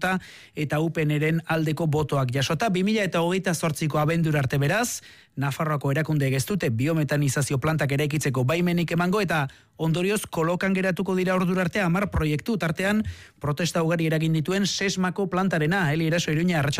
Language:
Basque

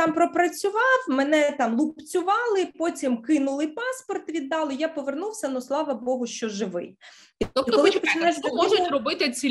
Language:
Ukrainian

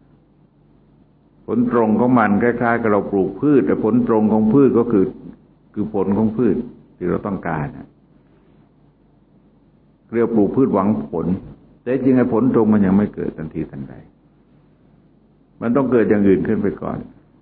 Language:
Thai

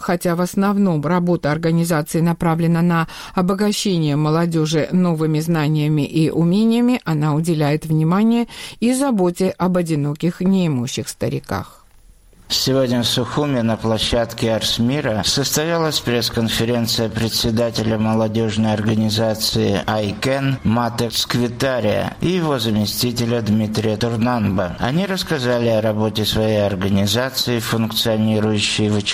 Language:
Russian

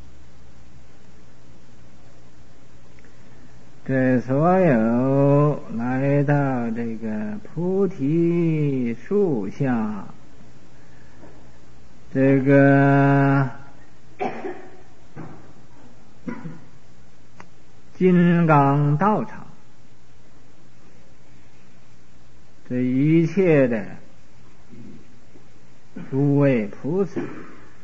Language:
Chinese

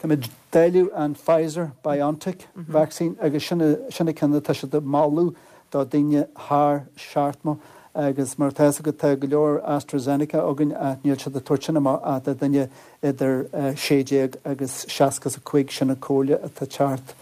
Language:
Irish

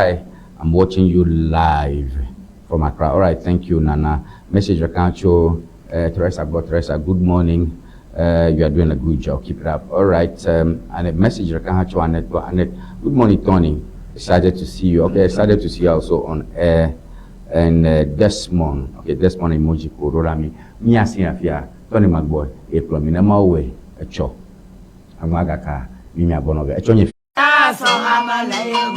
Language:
Ewe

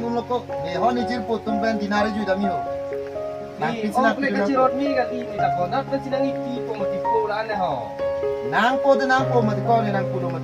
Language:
Karbi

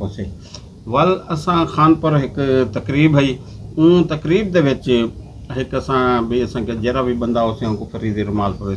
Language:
Saraiki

